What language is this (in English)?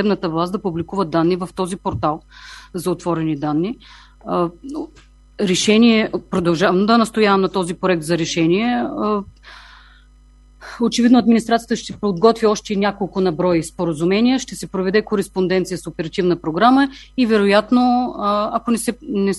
Bulgarian